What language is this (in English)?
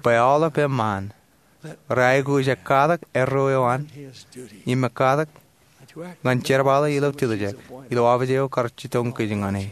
Marshallese